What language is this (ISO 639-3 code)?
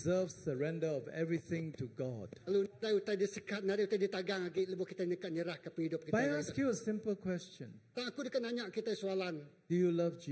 iba